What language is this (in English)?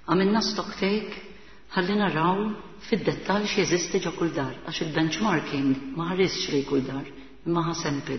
Maltese